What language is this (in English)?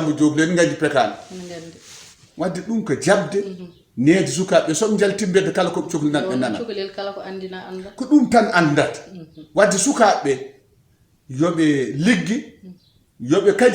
Fula